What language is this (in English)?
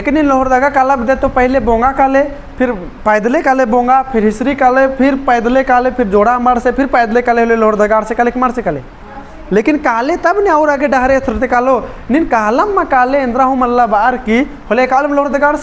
Kurukh